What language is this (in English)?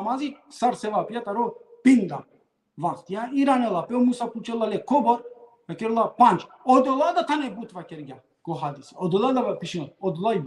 Balkan Romani